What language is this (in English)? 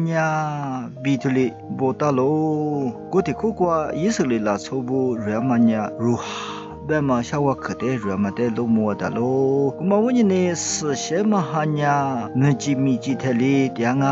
Lisu